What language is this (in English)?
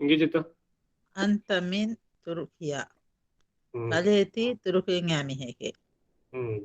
Divehi